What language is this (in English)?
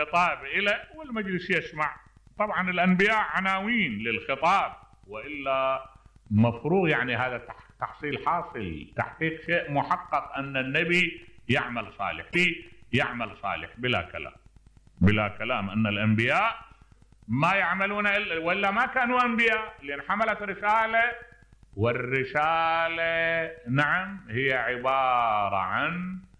Mesopotamian Arabic